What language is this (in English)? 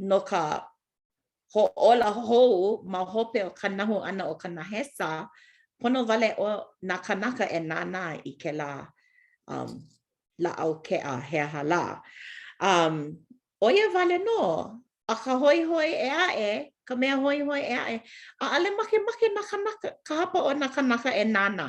Hawaiian